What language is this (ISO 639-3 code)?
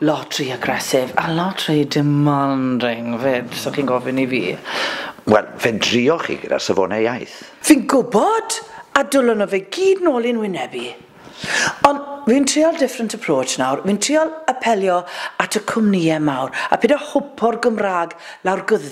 cym